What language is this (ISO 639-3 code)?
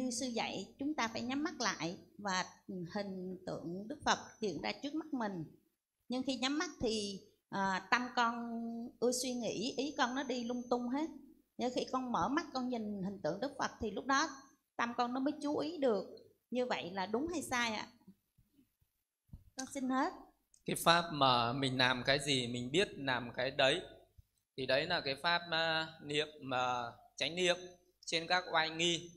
vie